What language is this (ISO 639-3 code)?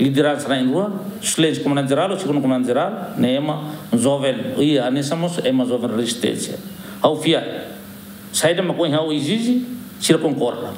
tet